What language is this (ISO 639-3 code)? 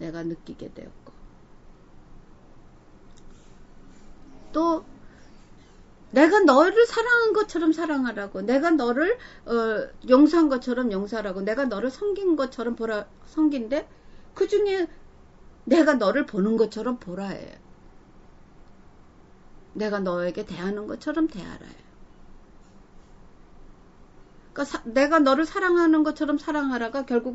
kor